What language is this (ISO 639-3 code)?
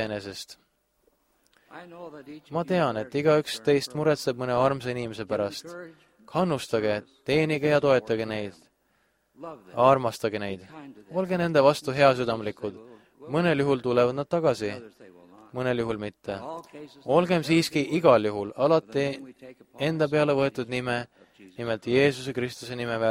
est